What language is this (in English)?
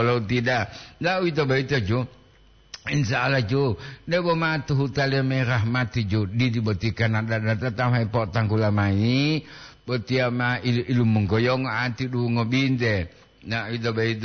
Gorontalo